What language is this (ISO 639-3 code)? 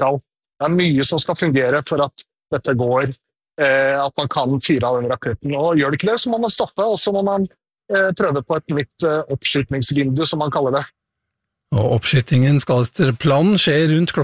nor